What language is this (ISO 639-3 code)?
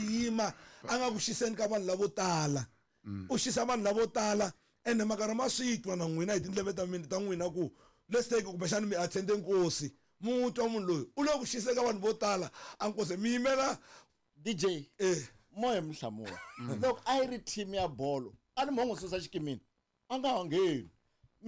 tso